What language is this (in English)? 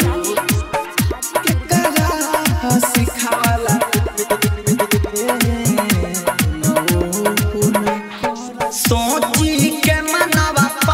Bhojpuri